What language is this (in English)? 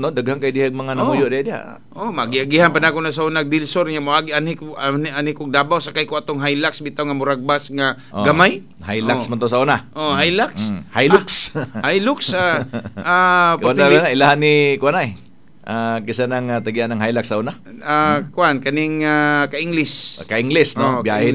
Cebuano